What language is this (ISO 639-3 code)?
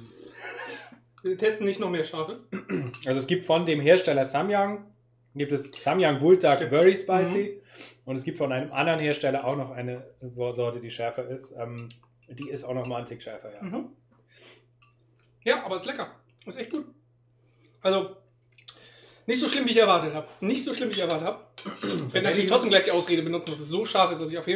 deu